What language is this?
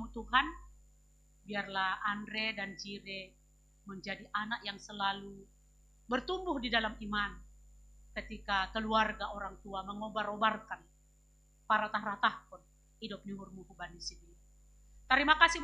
Batak Simalungun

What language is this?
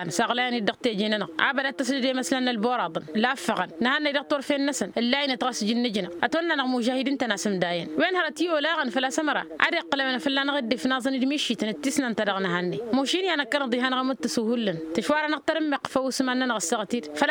Tamasheq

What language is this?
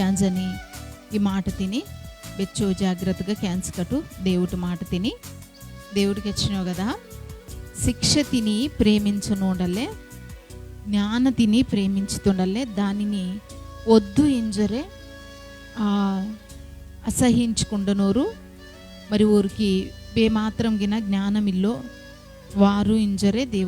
Koya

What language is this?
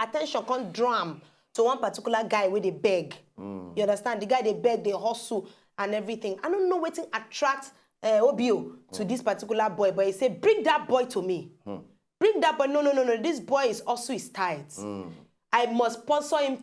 Nigerian Pidgin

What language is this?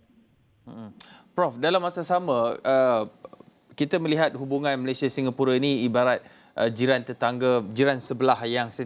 Malay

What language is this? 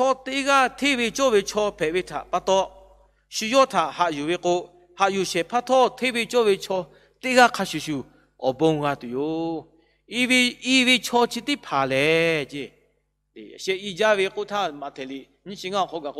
Lahu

